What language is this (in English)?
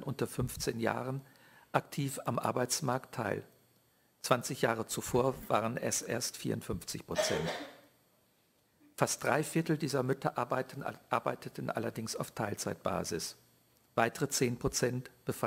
German